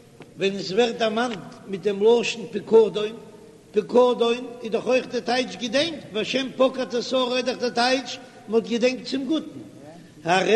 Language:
Yiddish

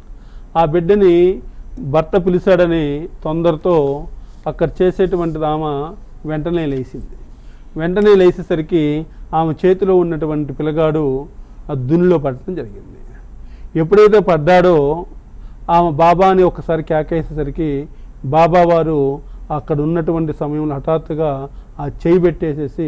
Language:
Telugu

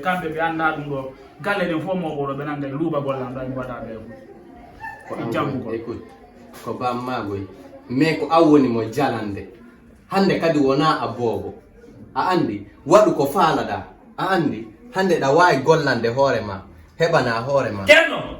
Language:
Fula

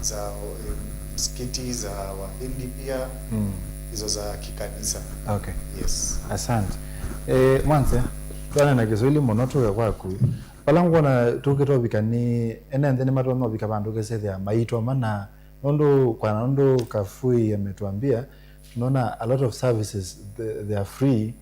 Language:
Kamba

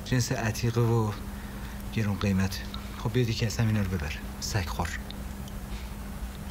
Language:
Persian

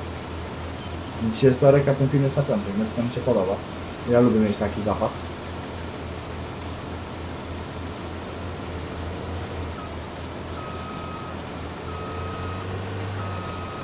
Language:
Polish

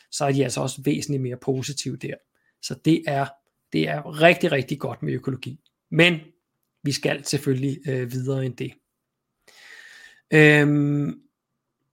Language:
Danish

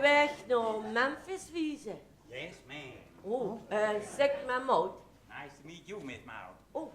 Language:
Limburgish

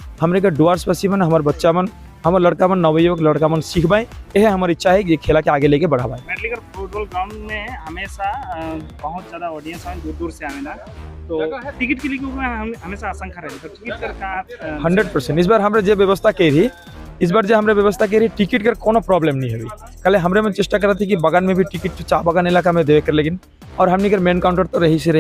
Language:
Sadri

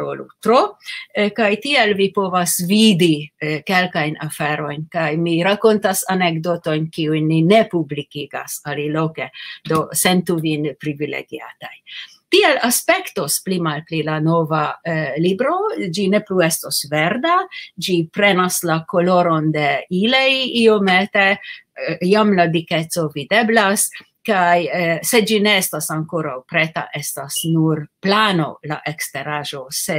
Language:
Esperanto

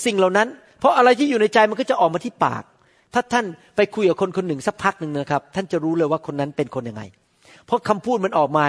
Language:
Thai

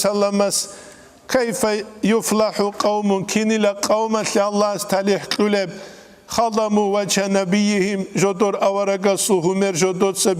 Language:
Avaric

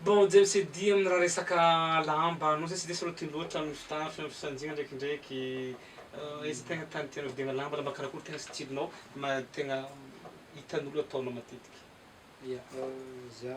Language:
Malagasy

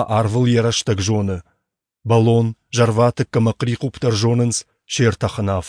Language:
Ossetic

